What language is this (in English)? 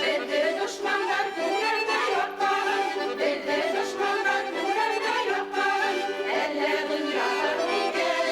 Bashkir